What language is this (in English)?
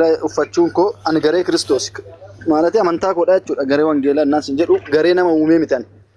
Oromo